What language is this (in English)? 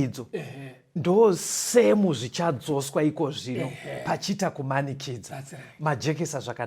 Shona